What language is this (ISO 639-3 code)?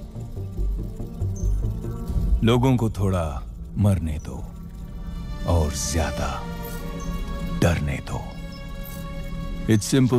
hin